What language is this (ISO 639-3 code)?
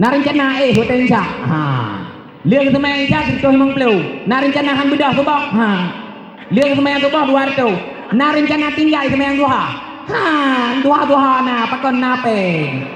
ace